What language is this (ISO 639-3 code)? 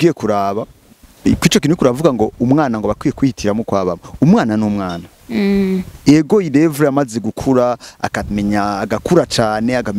run